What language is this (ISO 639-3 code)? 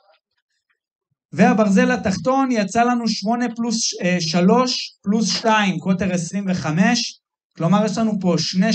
heb